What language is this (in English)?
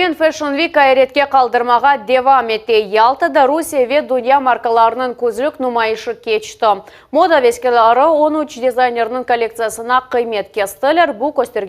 Crimean Tatar